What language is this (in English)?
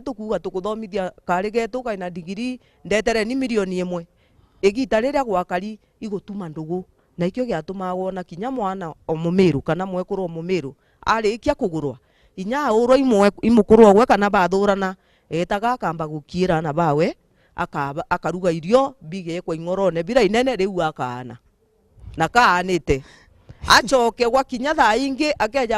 Meru